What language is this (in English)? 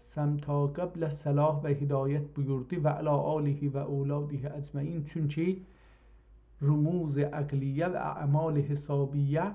South Azerbaijani